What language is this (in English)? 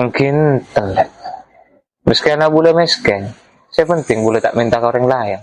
Madurese